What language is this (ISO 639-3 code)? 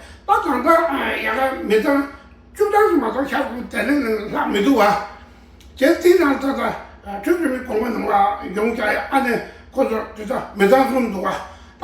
bod